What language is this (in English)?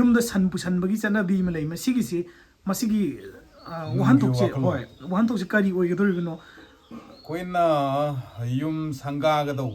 Manipuri